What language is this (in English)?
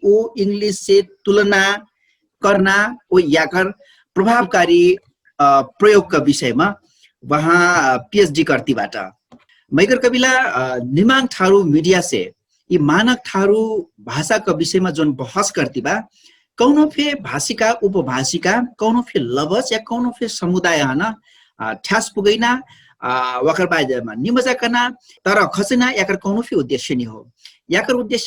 Dangaura Tharu